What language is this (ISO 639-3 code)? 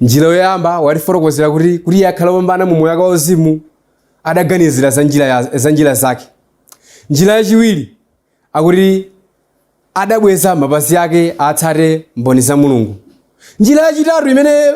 nya